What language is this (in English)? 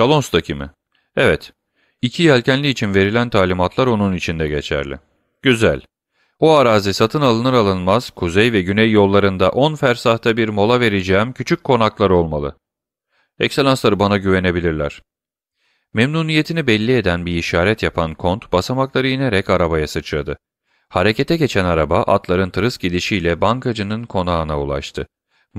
Turkish